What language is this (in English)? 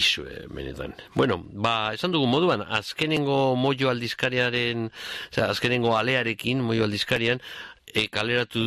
Basque